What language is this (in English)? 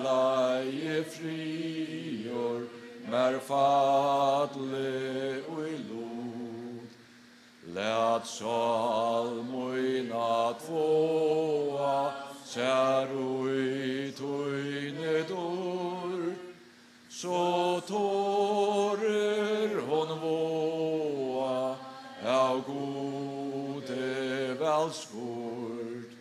Faroese